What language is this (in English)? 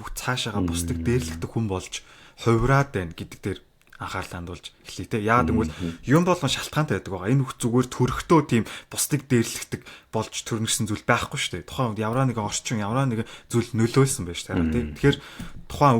Mongolian